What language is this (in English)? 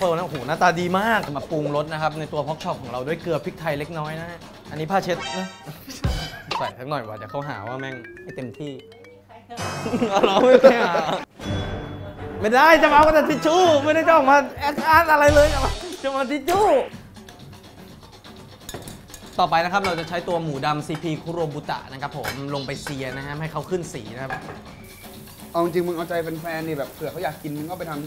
Thai